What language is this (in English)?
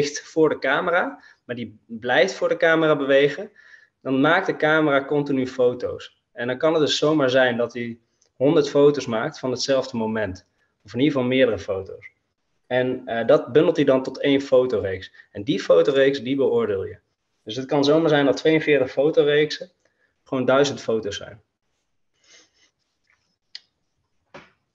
Dutch